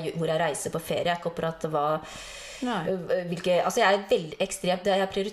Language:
Norwegian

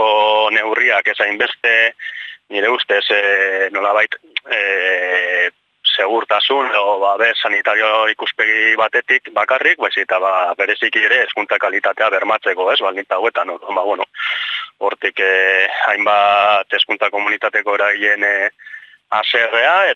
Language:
Basque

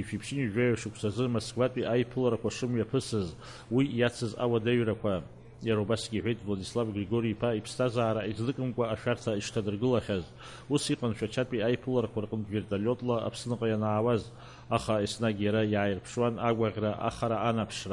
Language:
Abkhazian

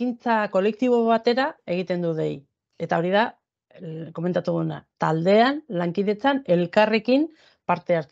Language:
Basque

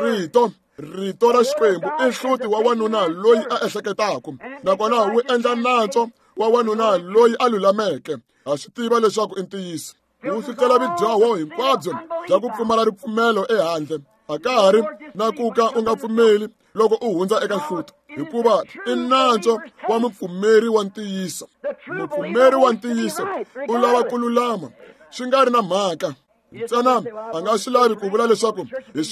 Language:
Tsonga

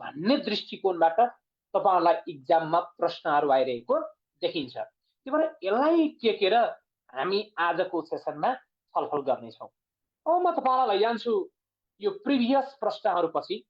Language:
Nepali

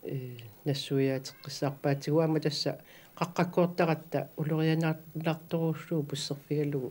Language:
Kalaallisut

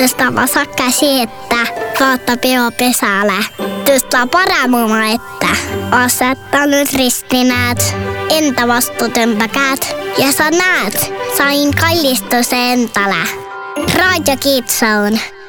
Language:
Estonian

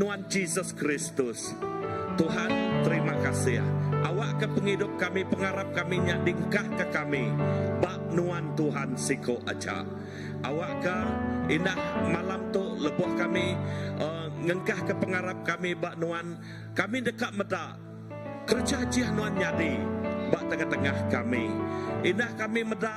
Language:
Iban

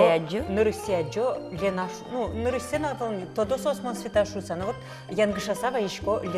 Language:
Udmurt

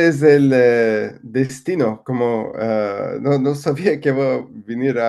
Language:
Ladino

